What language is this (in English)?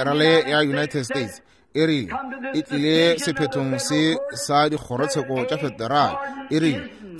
Northern Sotho